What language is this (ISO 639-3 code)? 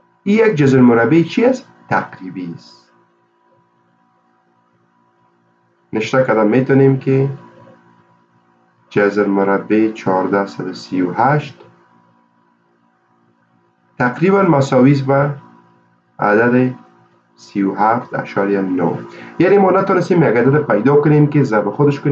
fas